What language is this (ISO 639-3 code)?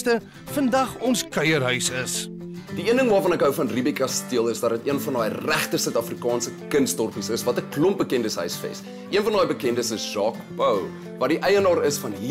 afr